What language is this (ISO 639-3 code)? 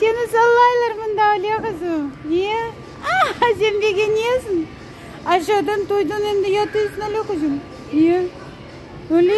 crh